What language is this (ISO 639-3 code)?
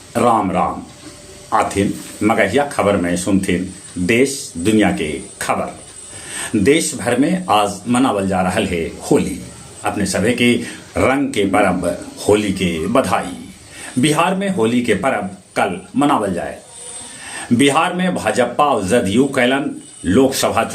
mag